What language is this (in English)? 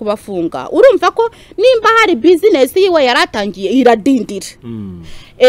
Kinyarwanda